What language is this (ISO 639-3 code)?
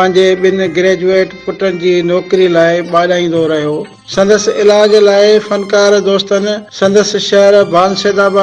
snd